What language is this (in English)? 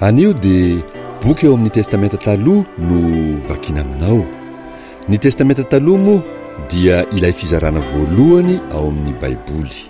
Malagasy